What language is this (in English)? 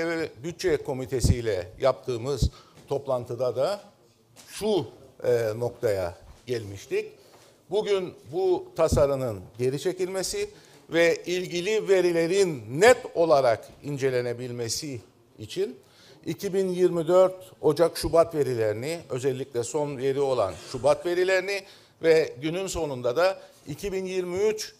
Turkish